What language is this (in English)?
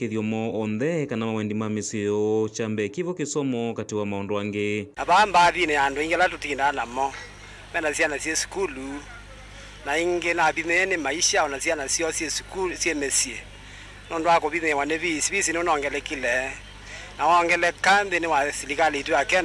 Kamba